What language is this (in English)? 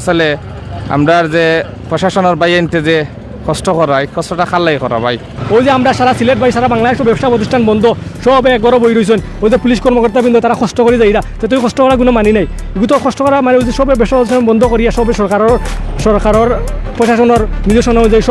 Sylheti